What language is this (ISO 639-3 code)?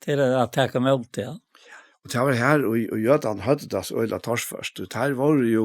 fao